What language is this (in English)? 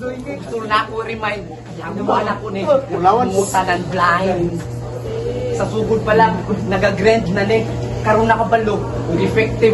Cebuano